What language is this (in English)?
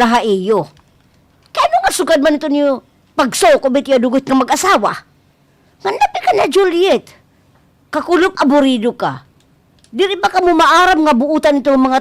Waray